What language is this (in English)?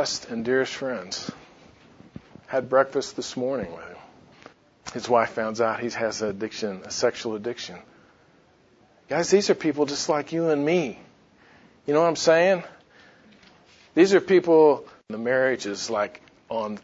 English